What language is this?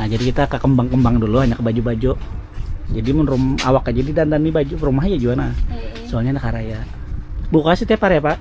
Banjar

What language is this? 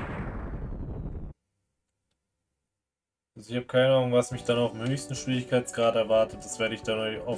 German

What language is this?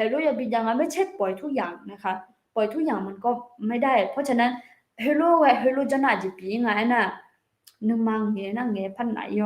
Akha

